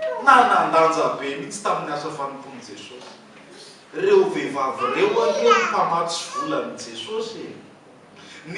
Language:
Malagasy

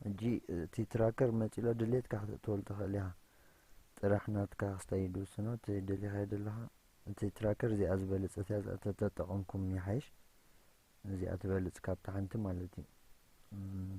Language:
Tigrinya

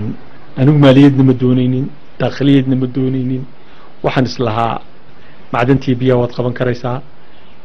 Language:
Somali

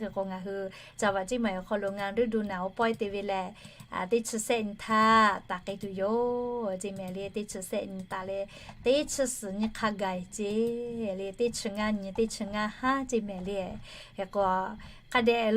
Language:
Lahu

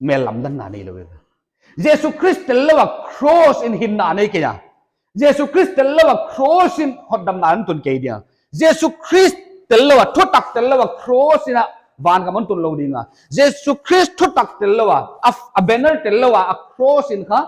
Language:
Paite Chin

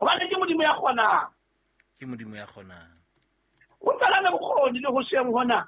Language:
Southern Sotho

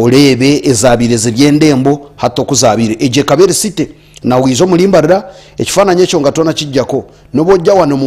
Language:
Nyankole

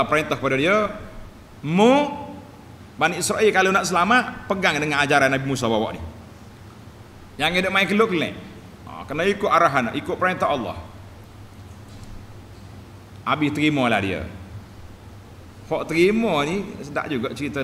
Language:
Malay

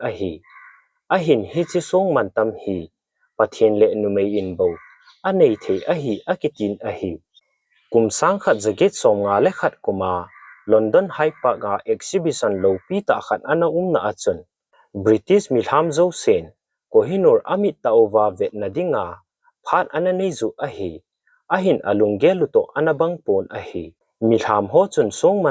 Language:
Thado Chin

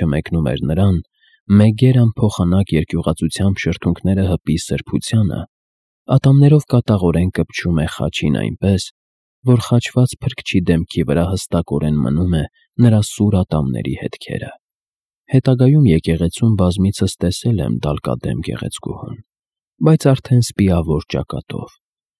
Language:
Armenian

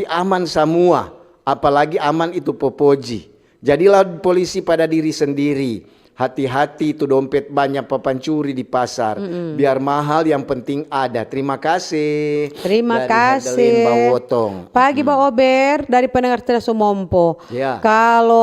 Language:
Manado Malay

